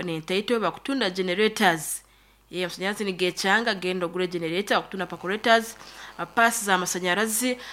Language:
Nyankole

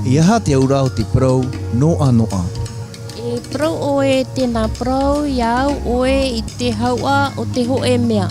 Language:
Tahitian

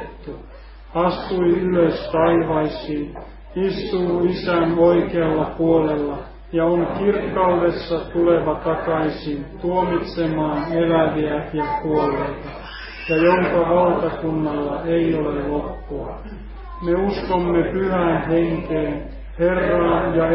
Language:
Finnish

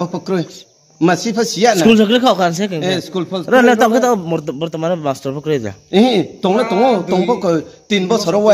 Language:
Riang (India)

